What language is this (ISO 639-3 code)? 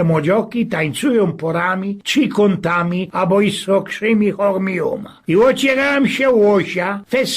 szl